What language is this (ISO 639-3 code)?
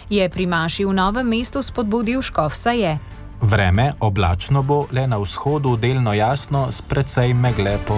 slv